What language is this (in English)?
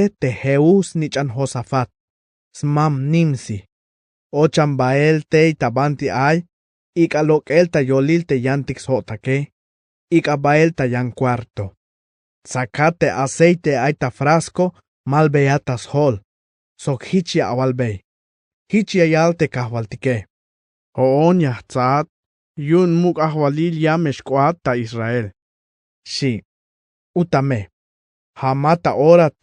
Tzeltal